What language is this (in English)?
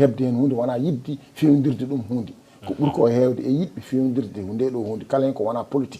Fula